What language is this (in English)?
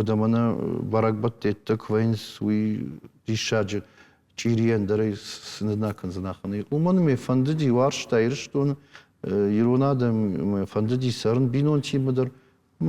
Ossetic